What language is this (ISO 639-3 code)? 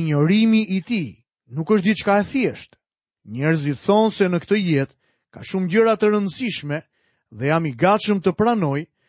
sqi